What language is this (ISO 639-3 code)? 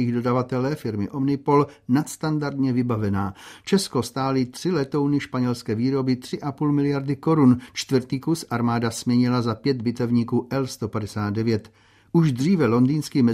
ces